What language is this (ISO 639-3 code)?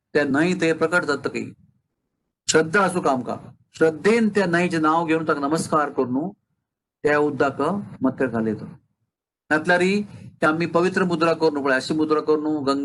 kok